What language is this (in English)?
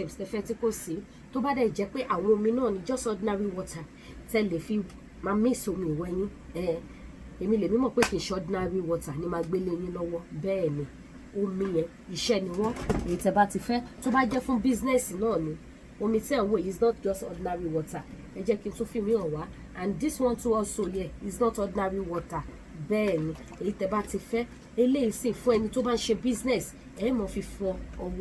Yoruba